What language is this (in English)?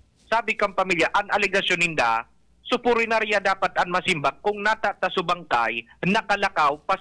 Bikol